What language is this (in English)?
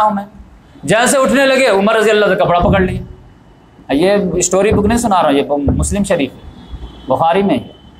Hindi